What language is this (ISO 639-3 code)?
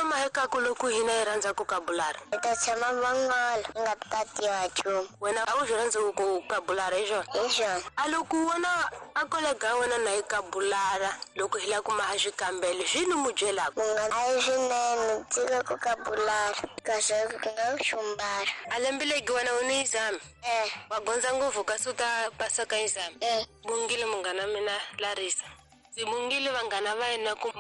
tso